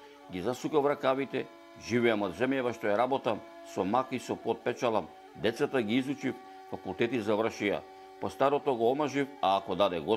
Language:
Macedonian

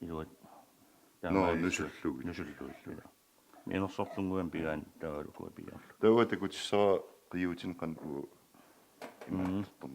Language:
Kalaallisut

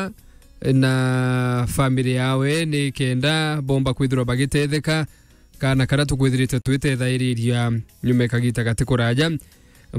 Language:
Meru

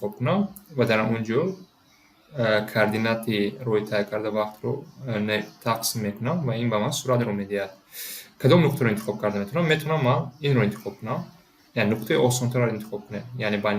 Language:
Tajik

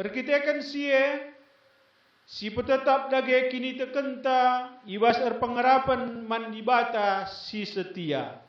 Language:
Batak Karo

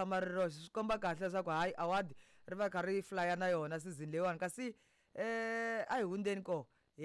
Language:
Tsonga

